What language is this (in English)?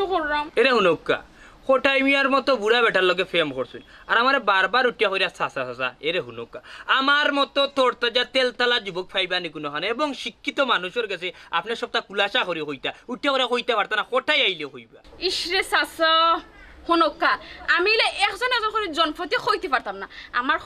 Sylheti